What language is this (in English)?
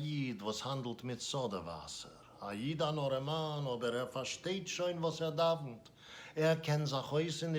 Yiddish